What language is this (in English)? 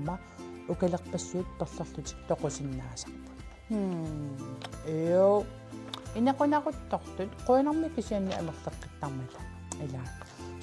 Kalaallisut